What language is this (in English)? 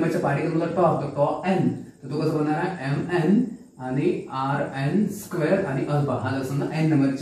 Marathi